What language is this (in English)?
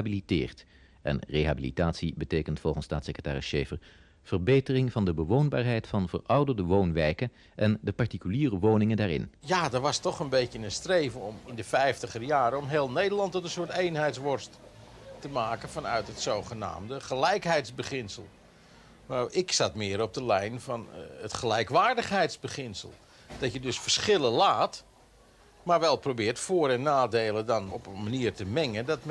Dutch